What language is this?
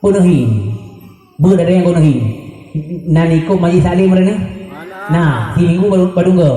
Achinese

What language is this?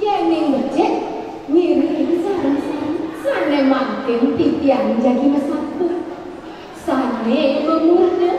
Balinese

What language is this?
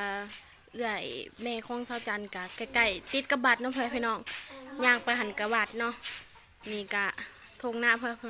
Northeastern Thai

